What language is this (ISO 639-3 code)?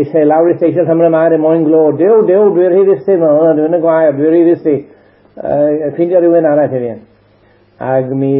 cym